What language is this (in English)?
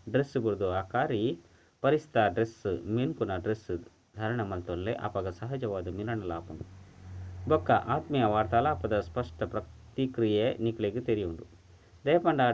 Tulu